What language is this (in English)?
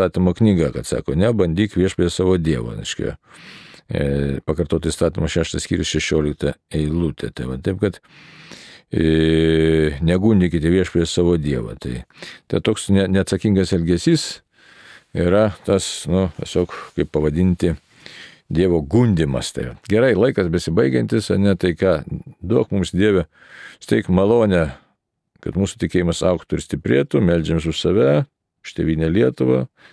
Lithuanian